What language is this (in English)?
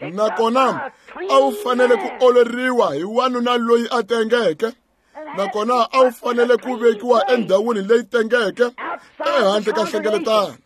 Tsonga